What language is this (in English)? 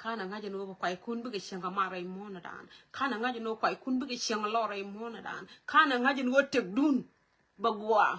Nuer